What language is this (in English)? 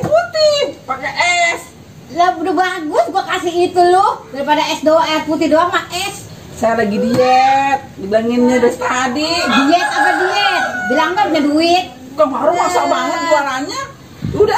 Betawi